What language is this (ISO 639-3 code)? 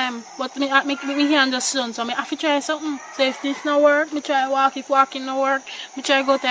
jam